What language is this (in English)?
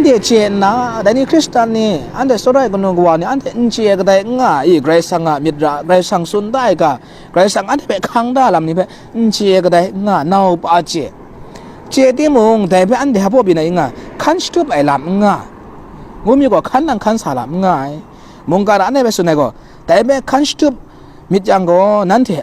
Kachin